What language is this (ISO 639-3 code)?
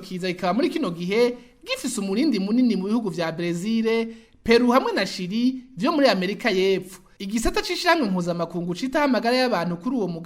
run